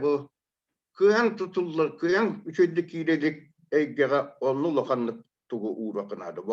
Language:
Yakut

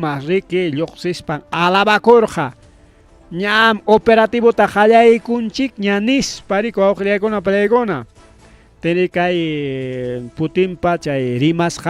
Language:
Ayacucho Quechua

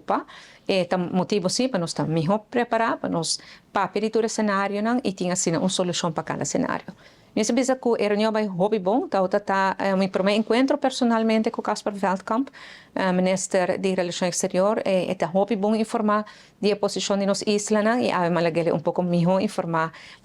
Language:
Papiamento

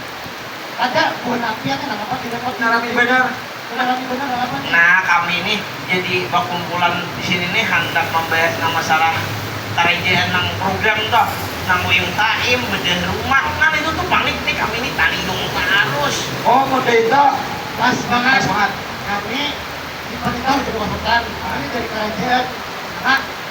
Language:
Banjar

